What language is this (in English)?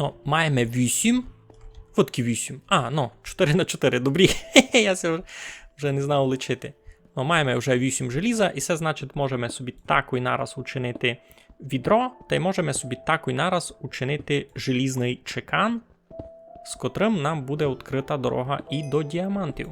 Rusyn